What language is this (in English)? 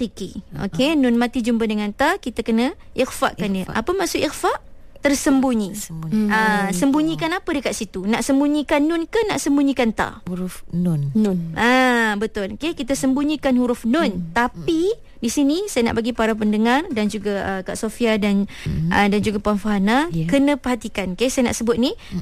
Malay